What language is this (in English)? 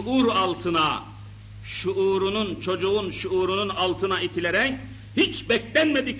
Turkish